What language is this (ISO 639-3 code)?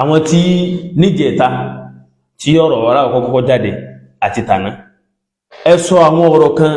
yor